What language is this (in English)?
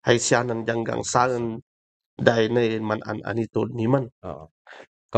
Kankanaey